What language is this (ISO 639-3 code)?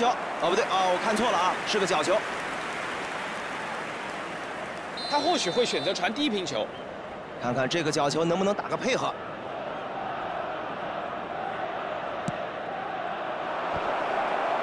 zho